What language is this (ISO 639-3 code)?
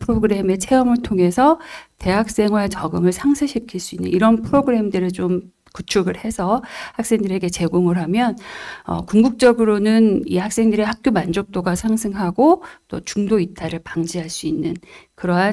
kor